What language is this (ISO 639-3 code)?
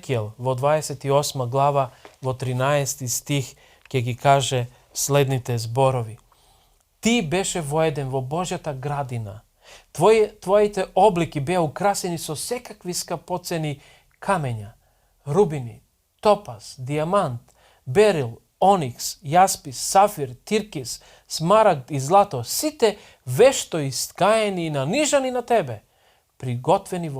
mkd